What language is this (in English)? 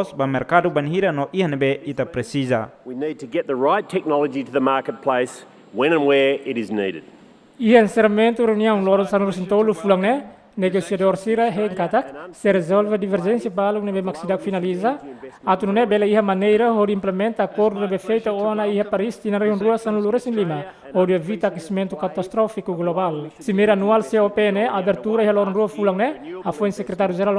Tetum